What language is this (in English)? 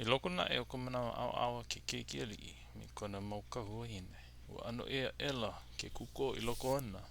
Hawaiian